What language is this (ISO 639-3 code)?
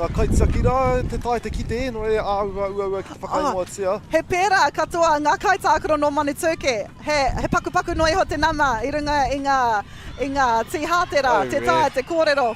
mri